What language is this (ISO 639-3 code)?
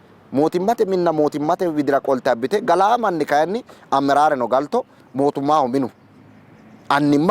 sid